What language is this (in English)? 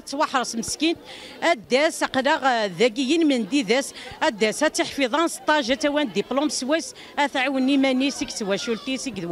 Kabyle